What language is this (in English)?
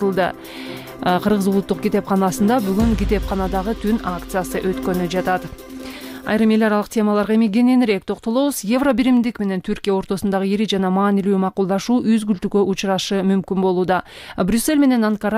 Kyrgyz